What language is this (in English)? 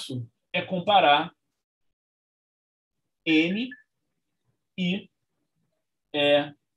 Portuguese